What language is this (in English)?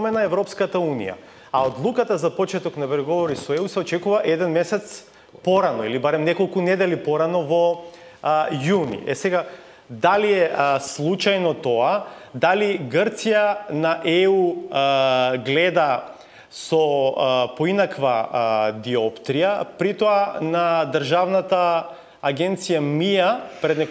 Macedonian